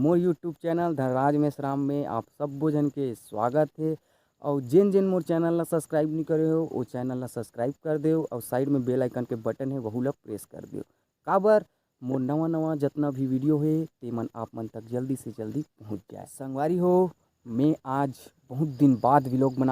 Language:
Chhattisgarhi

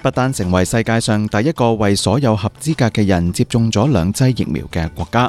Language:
Cantonese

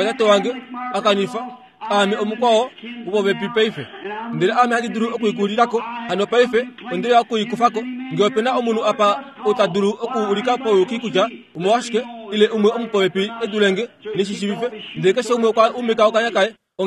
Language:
Kuanyama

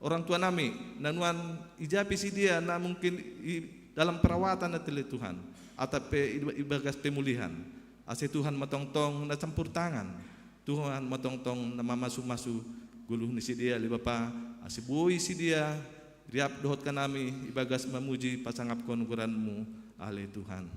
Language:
Batak Simalungun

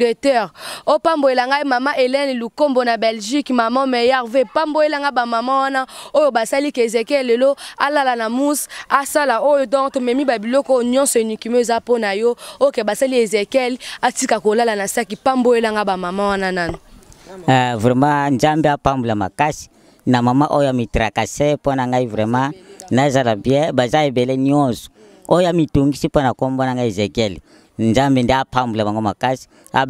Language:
Lingala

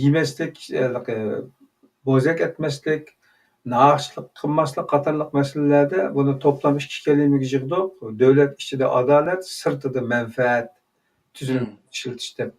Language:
Uyghur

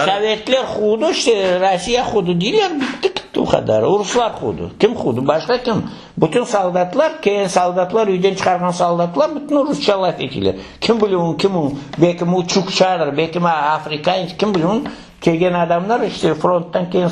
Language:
Crimean Tatar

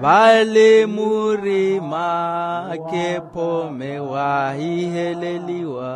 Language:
Makhuwa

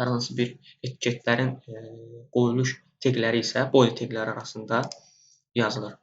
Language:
Azerbaijani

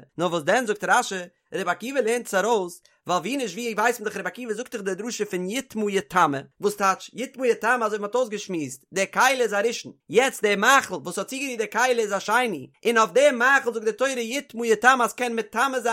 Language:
Yiddish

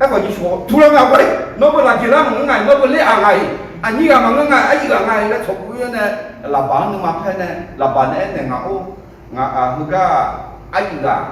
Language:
Akha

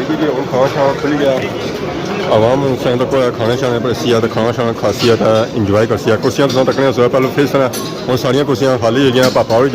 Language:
Pahari-Potwari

